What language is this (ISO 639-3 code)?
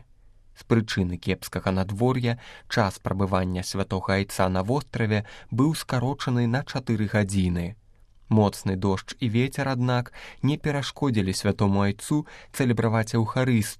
bel